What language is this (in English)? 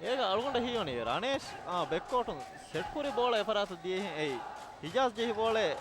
Divehi